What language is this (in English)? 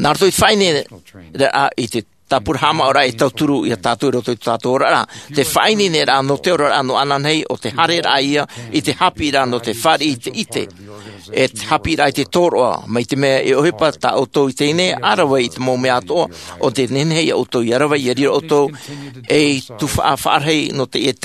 Tahitian